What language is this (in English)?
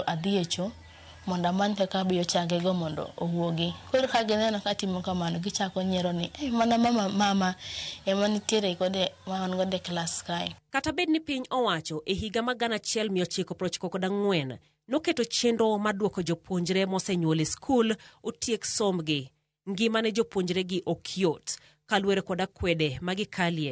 Luo (Kenya and Tanzania)